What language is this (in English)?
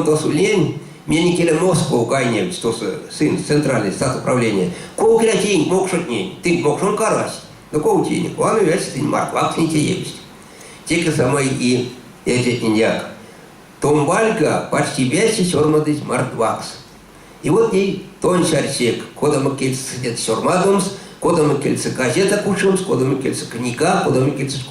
Erzya